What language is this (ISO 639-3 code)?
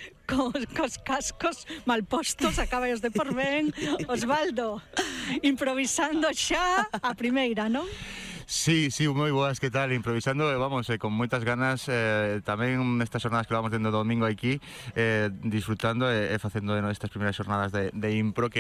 glg